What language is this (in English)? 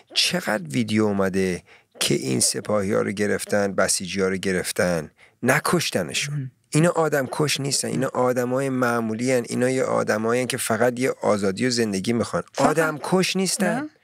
Persian